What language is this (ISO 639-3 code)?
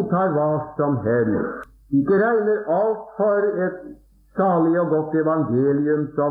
nor